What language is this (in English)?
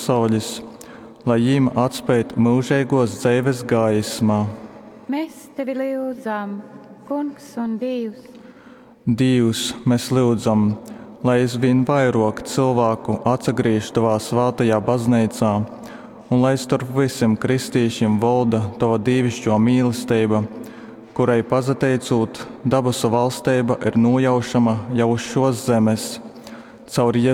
Latgalian